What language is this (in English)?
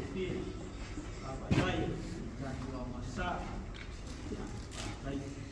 Samoan